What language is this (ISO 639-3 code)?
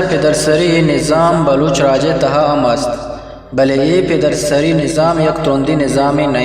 bgp